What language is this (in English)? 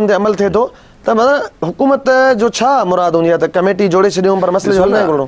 Sindhi